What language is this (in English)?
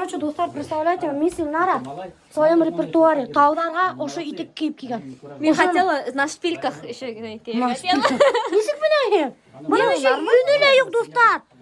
Bashkir